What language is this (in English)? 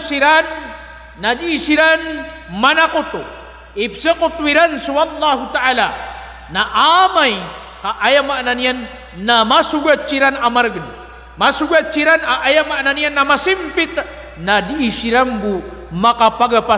Maranao